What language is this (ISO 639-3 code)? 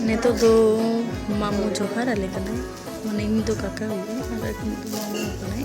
sat